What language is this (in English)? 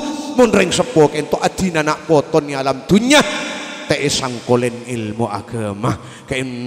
Madurese